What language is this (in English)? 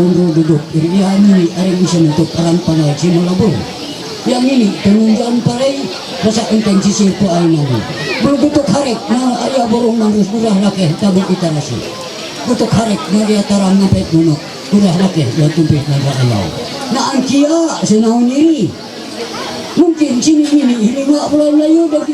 Ma'anyan